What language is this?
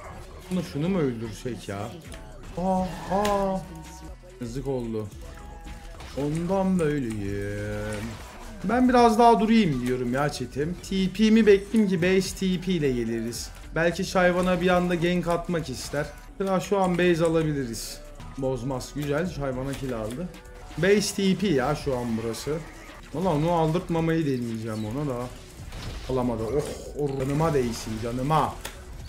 Turkish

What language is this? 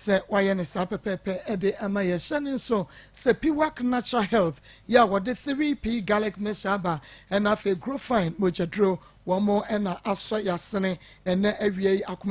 Akan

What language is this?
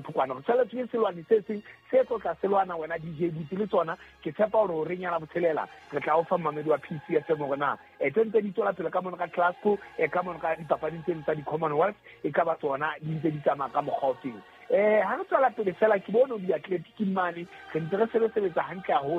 Southern Sotho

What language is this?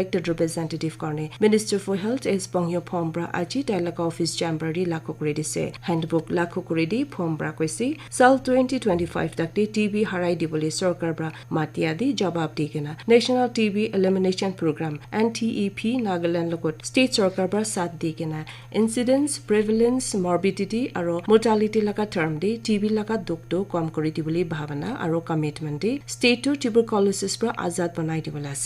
Naga Pidgin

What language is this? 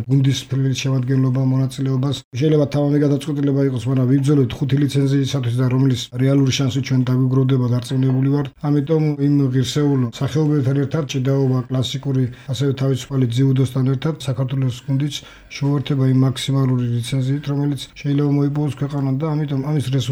Georgian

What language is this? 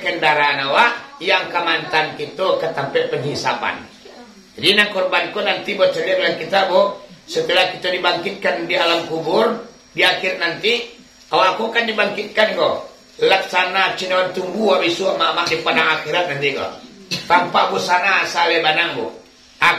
Minangkabau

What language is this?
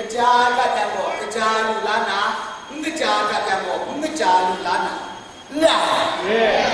Kachin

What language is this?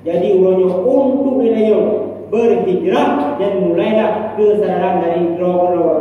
Achinese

